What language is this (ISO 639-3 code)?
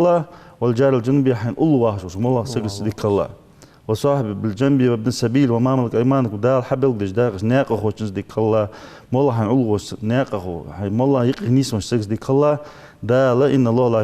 inh